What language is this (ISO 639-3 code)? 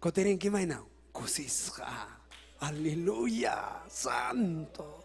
quy